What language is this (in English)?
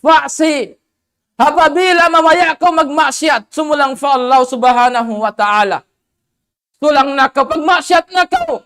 Tausug